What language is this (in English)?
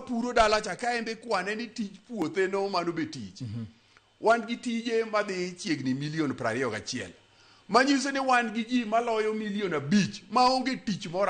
Luo (Kenya and Tanzania)